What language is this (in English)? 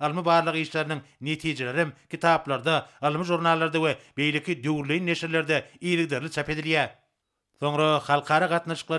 Turkmen